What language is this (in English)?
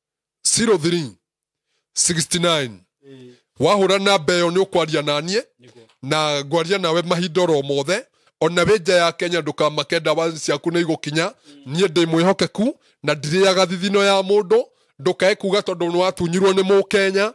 Kikuyu